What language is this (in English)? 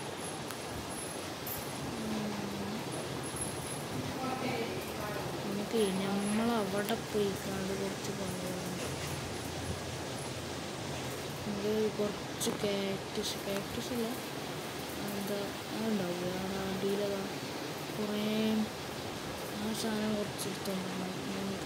Malayalam